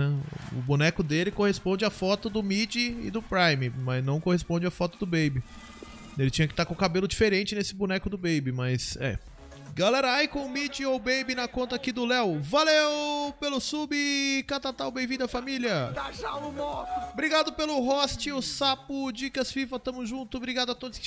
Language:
Portuguese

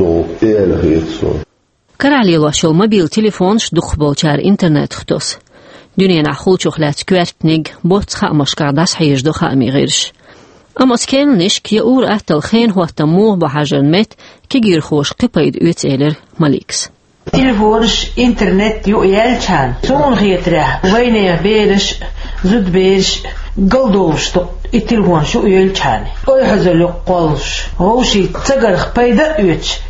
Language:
Chechen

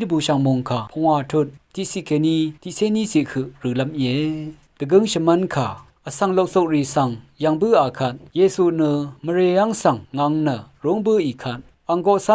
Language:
Rawang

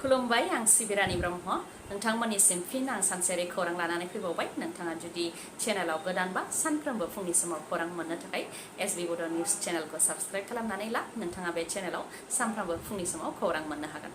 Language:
Bodo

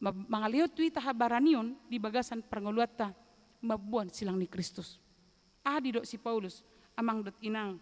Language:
Batak Toba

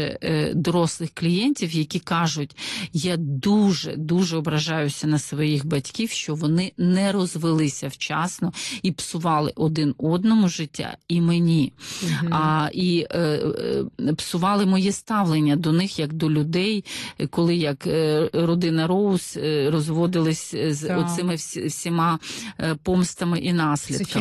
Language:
Ukrainian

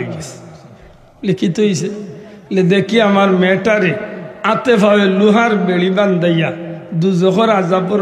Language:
Sylheti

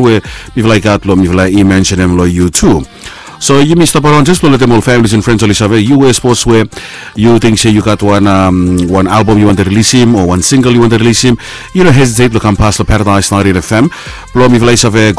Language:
Bislama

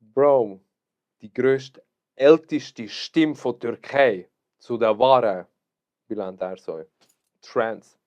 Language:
Swiss German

